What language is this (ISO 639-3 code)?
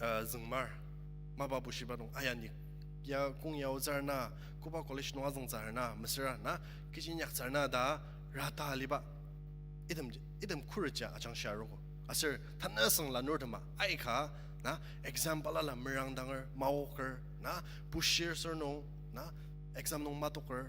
njo